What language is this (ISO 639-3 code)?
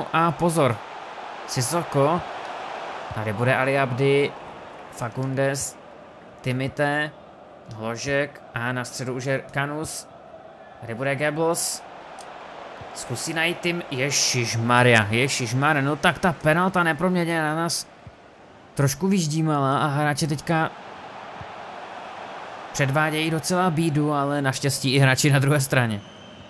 ces